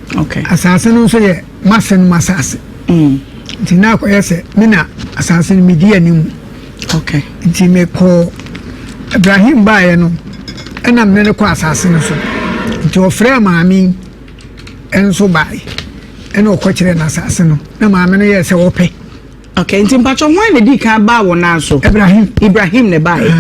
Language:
Akan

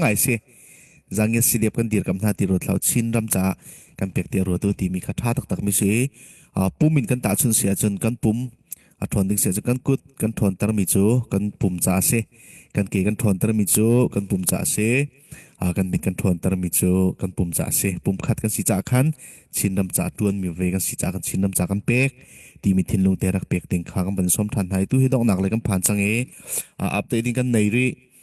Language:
Falam Chin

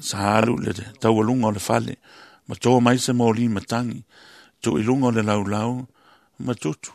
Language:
Samoan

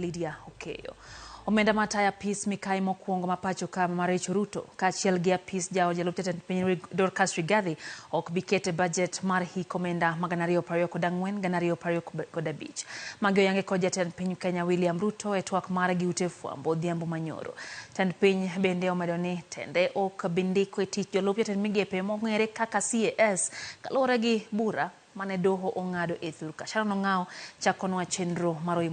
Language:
Luo (Kenya and Tanzania)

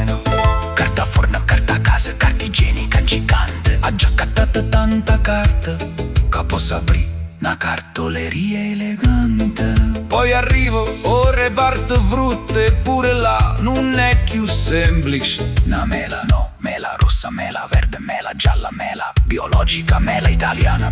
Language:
Neapolitan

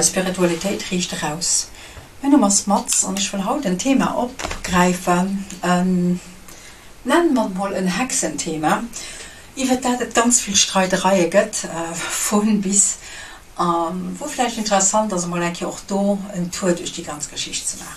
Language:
Luxembourgish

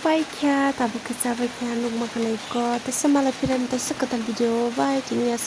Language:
Kok Borok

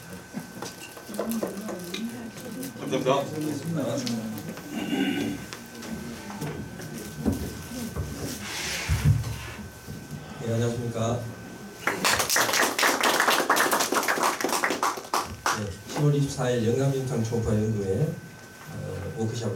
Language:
Korean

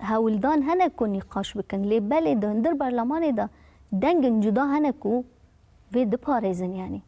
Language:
Kurdish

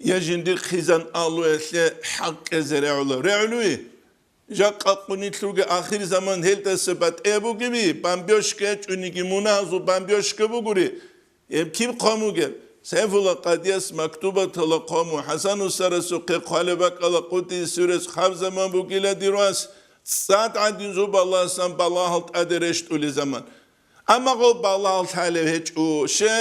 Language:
Avaric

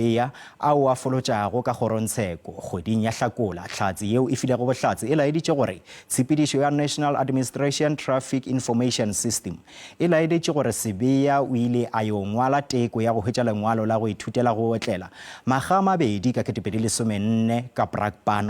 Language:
Northern Sotho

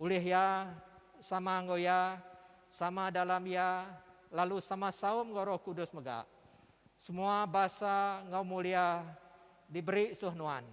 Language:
Iban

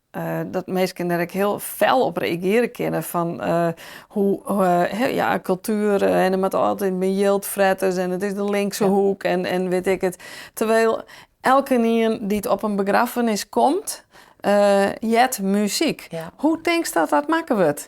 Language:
Western Frisian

